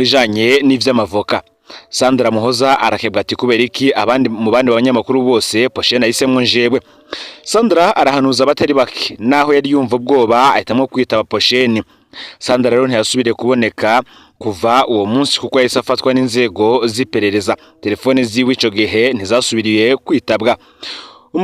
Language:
Rundi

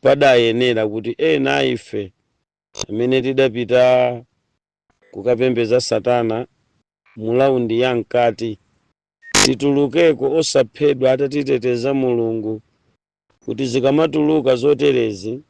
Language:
Nyanja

